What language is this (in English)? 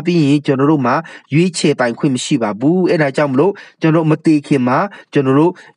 Burmese